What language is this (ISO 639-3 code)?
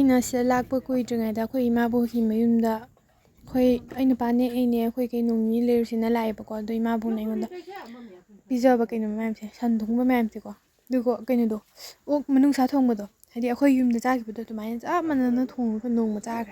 mni